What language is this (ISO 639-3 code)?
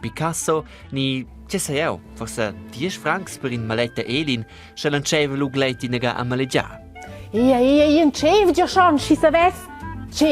roh